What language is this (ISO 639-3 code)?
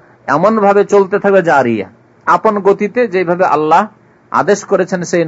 ben